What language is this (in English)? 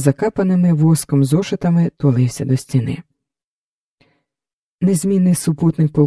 Ukrainian